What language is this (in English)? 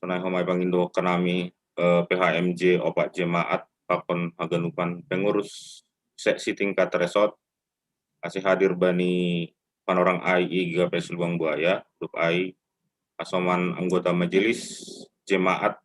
Batak Simalungun